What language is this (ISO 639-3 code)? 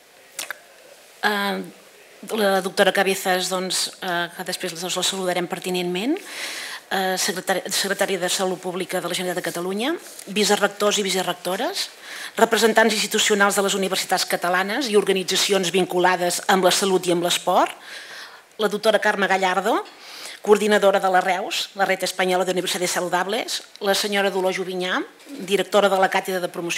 cat